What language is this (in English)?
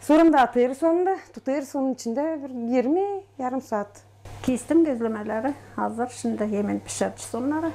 Gagauz